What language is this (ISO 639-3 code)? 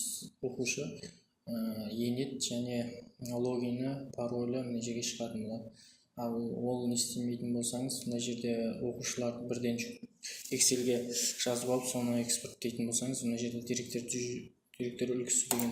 kaz